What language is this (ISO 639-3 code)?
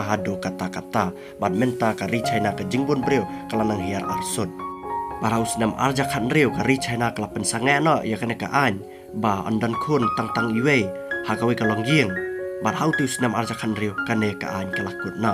kha